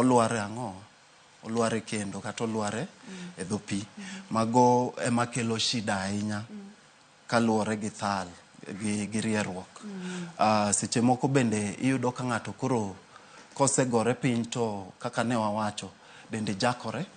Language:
Luo (Kenya and Tanzania)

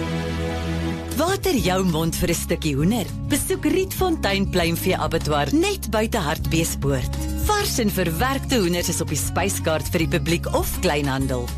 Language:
Afrikaans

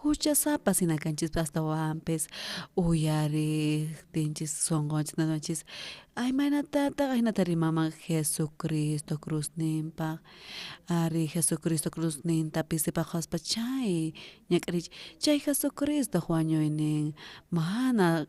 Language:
South Bolivian Quechua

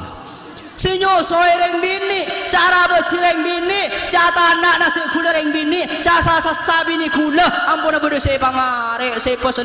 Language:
Madurese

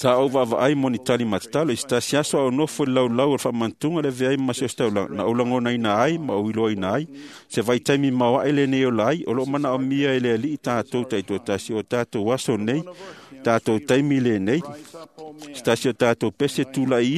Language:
Samoan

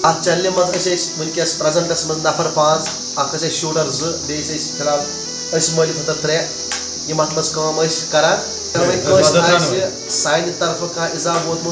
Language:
Kashmiri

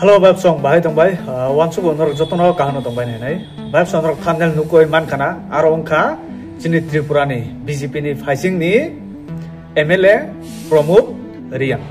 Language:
Kok Borok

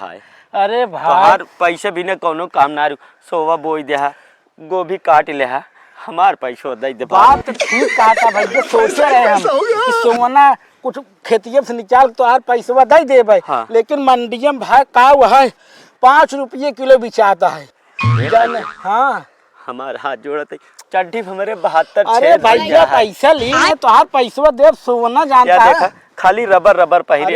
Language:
Awadhi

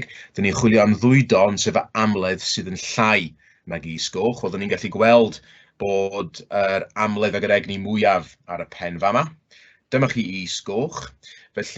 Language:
Welsh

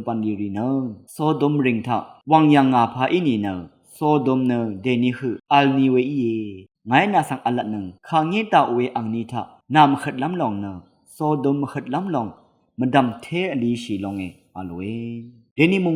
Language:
Rawang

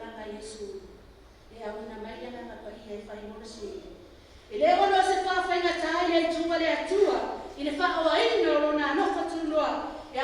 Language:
Samoan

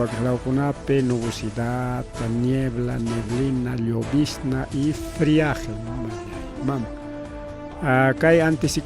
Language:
Ayacucho Quechua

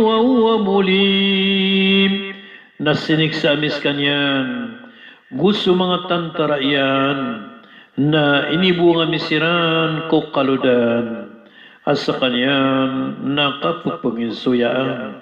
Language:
Maranao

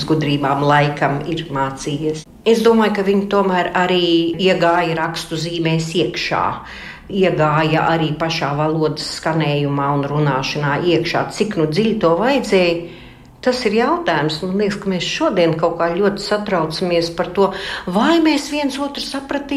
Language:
Latvian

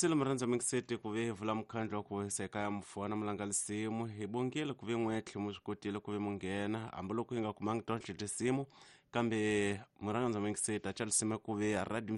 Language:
Tsonga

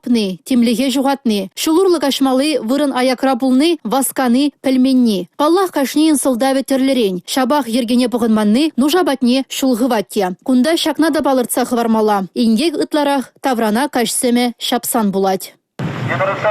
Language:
Chuvash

